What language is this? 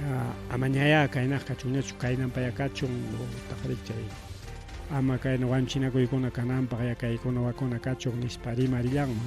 Ayacucho Quechua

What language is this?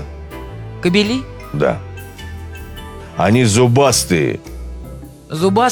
Russian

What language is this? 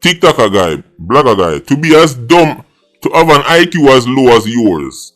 Jamaican Creole English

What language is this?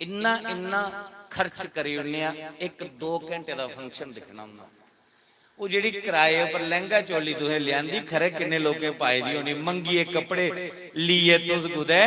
Dogri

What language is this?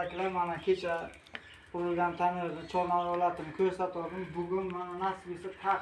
Uzbek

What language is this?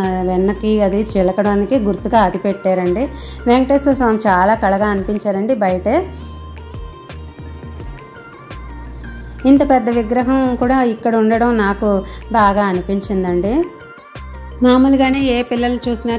Telugu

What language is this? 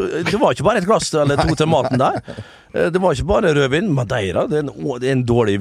Norwegian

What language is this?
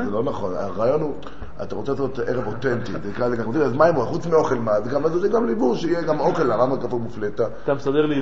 Hebrew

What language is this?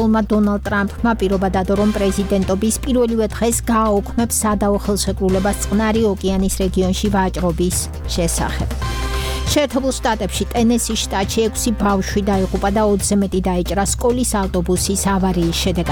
Georgian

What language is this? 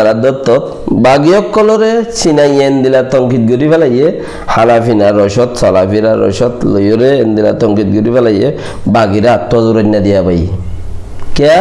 Rohingya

